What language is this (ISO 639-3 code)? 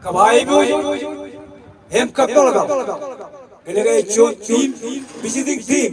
mah